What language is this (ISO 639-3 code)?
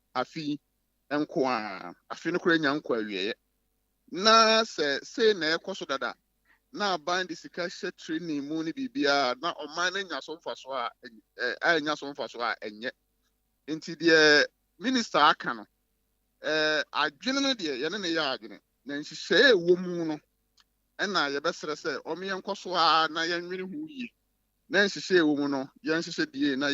aka